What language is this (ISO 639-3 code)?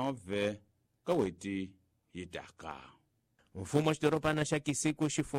tso